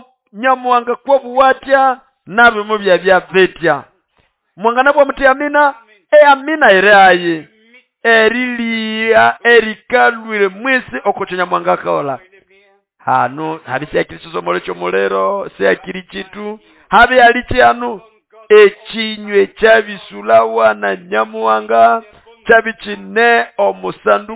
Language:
Nande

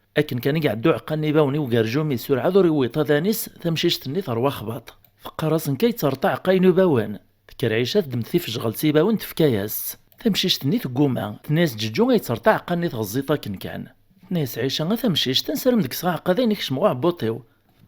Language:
Kabyle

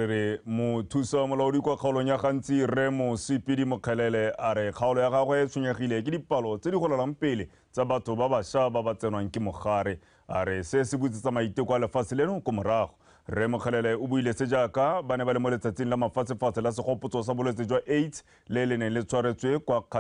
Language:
Tswana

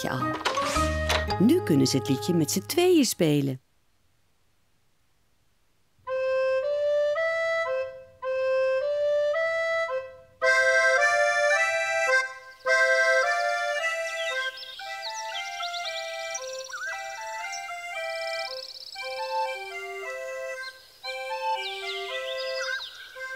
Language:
Dutch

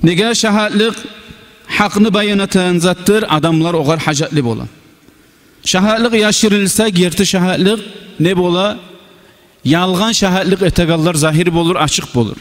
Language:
Kumyk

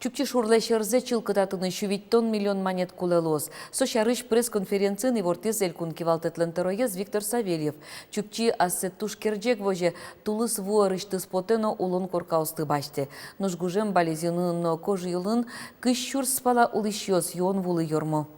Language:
Udmurt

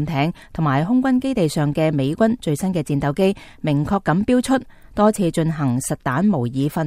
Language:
Cantonese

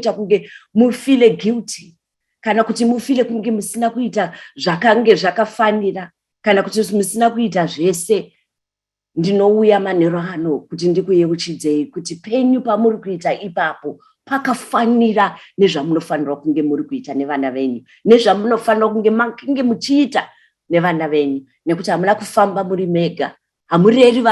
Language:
Shona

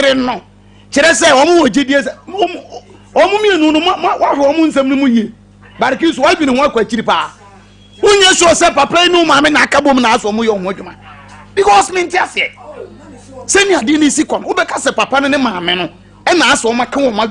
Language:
Akan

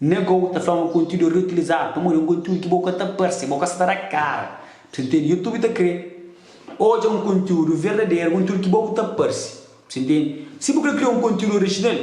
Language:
Kabuverdianu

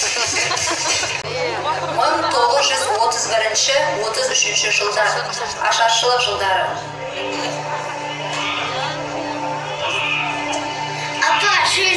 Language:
Kazakh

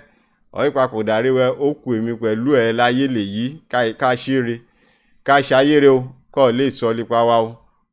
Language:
Yoruba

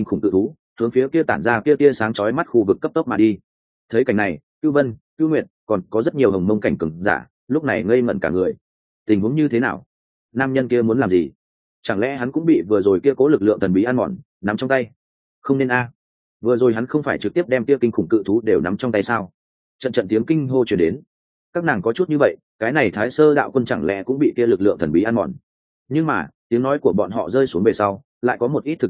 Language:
Vietnamese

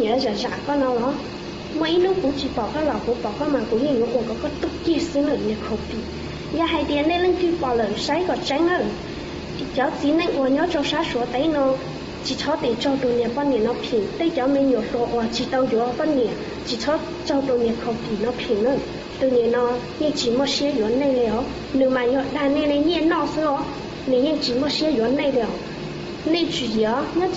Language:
Hmong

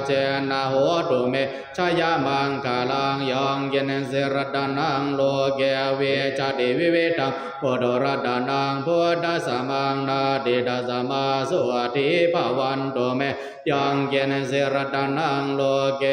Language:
Pali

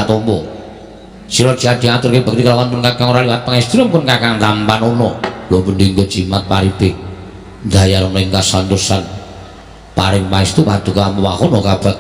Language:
Javanese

